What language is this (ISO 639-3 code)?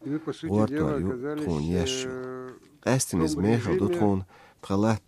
che